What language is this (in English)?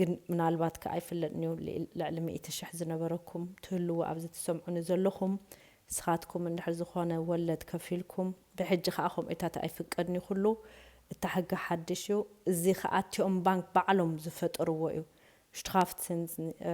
Tigrinya